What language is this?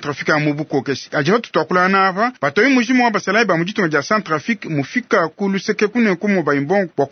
Luba-Lulua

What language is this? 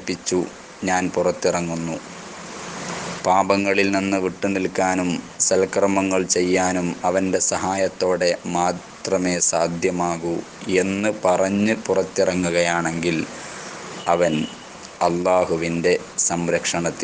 Malayalam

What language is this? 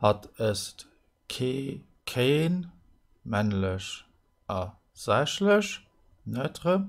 Luxembourgish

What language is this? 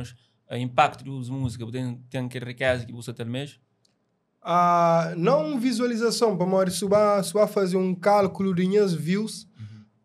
Kabuverdianu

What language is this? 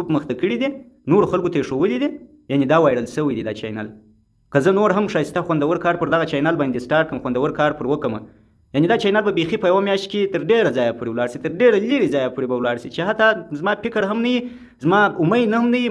Pashto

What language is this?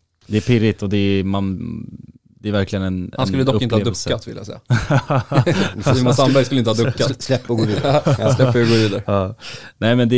Swedish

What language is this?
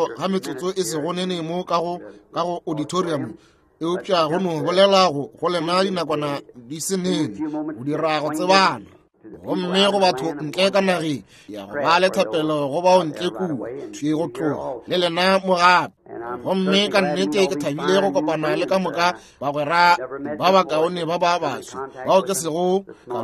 Northern Sotho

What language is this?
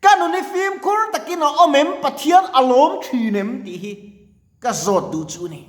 Mizo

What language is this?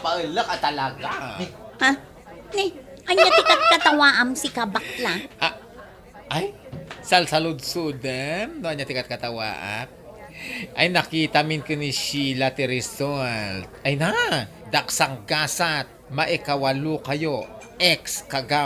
Iloko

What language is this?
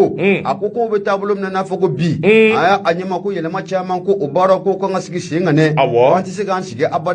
Bambara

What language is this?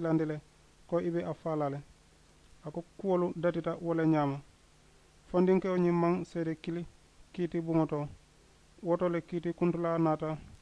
Mandingo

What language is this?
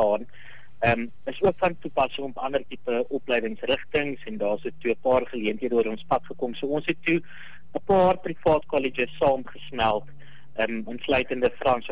Afrikaans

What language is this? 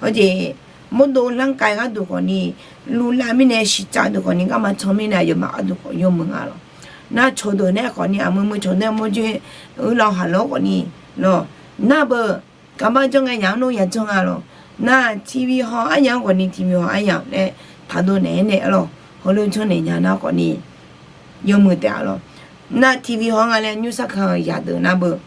Akha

